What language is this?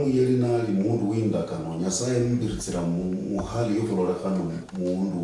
Luyia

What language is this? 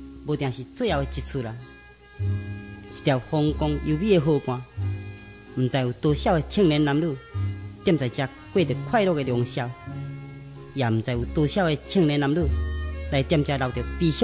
Min Nan Chinese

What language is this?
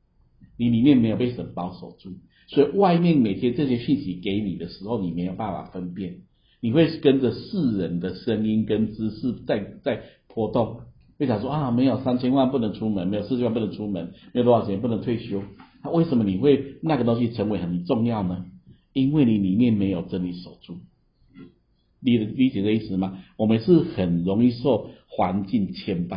Chinese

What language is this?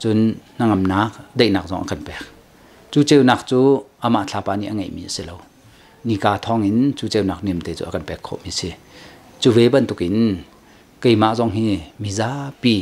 Hakha Chin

